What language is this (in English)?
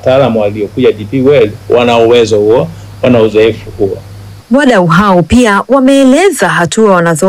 Swahili